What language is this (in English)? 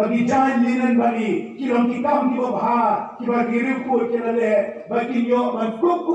Khasi